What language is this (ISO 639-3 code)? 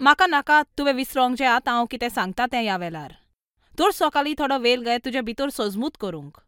kok